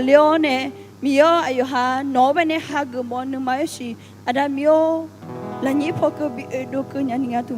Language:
Akha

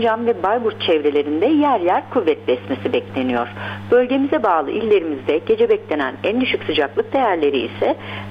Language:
Turkish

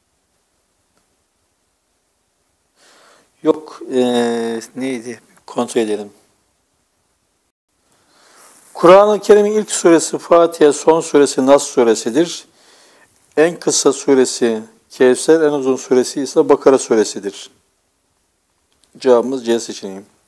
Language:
Turkish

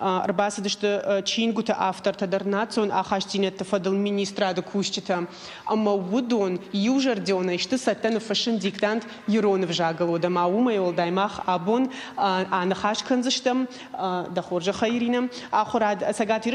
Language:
Ossetic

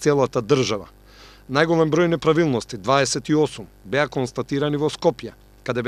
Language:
Macedonian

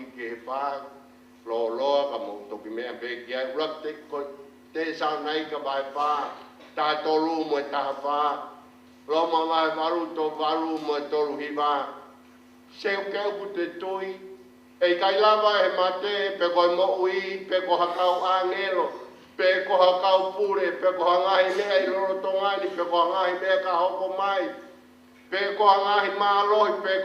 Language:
Tongan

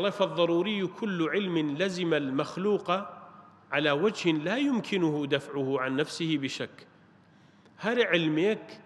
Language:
Central Kurdish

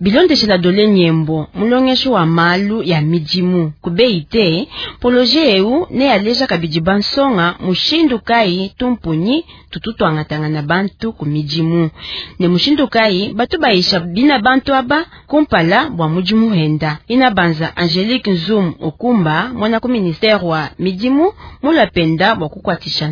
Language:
Luba-Lulua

